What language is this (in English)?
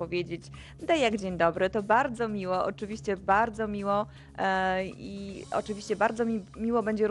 Polish